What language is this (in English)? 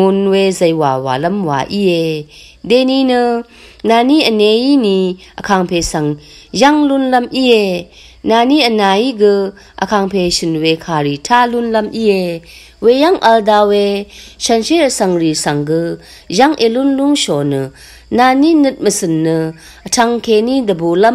Rawang